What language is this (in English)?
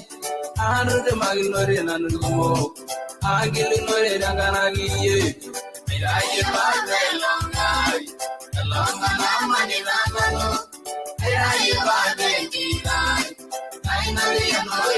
Masai